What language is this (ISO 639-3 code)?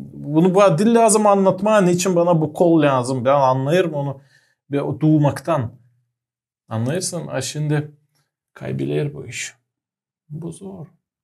gag